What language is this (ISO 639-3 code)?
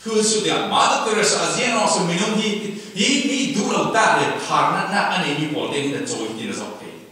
cfm